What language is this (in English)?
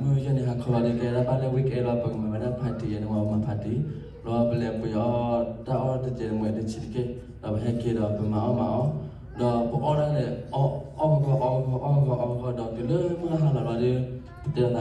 S'gaw Karen